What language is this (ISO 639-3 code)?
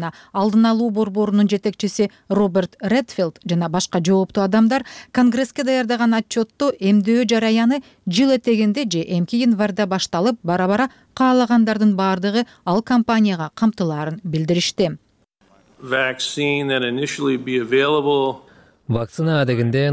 kir